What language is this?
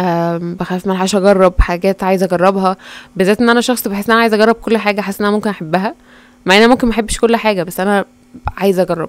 Egyptian Arabic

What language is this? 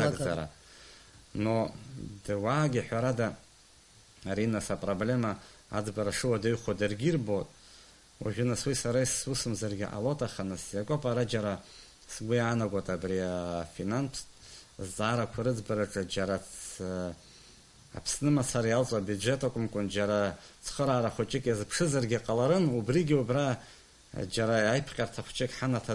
Abkhazian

